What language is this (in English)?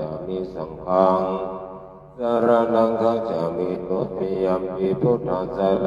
Pali